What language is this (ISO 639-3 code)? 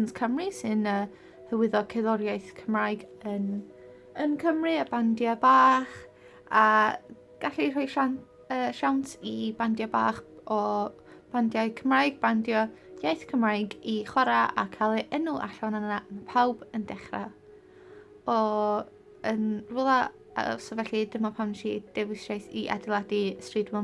cym